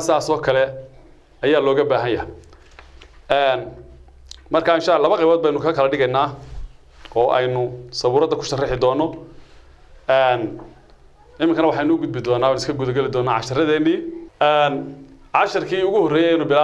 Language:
Somali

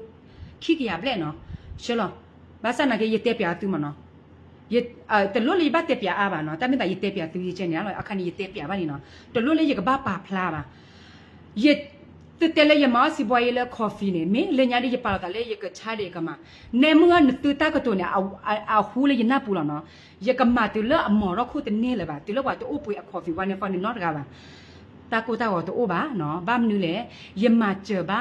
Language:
S'gaw Karen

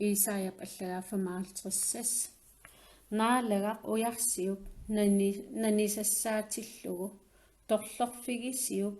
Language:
Kalaallisut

